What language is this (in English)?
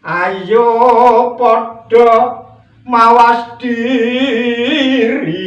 Javanese